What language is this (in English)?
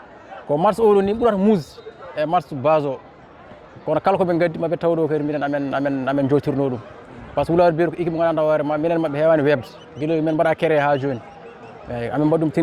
Fula